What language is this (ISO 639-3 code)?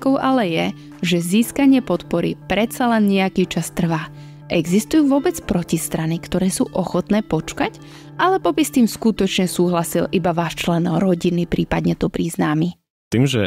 slk